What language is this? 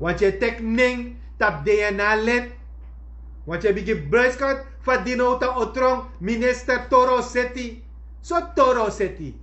Sranan Tongo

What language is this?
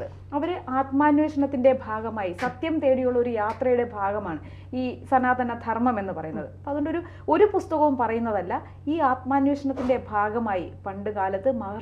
Malayalam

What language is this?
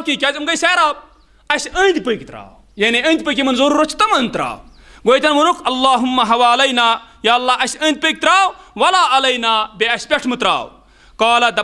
Kashmiri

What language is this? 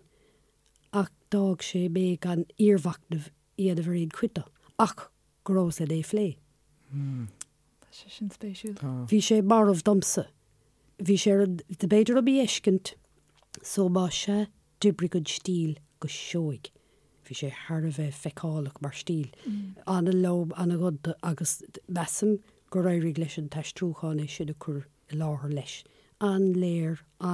Irish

